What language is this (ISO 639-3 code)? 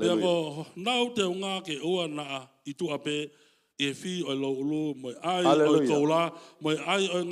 ton